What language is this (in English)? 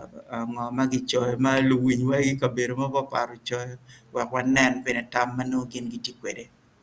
Acoli